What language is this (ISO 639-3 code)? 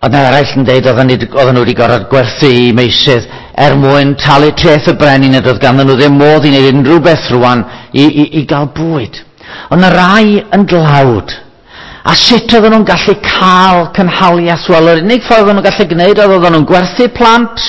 cym